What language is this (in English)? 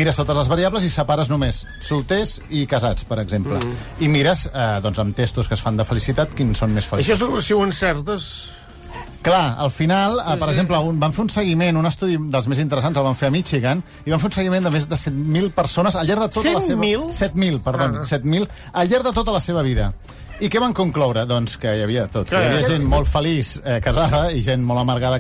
Catalan